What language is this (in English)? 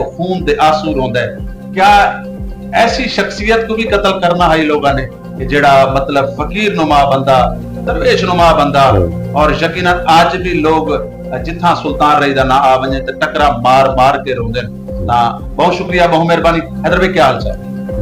Saraiki